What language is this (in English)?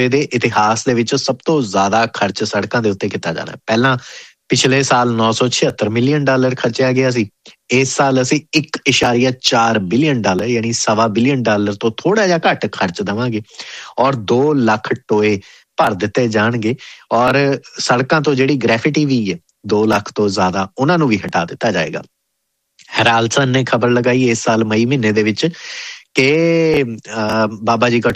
Punjabi